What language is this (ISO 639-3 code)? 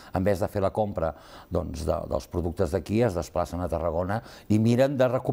cat